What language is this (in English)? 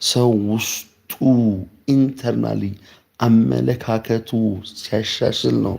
Amharic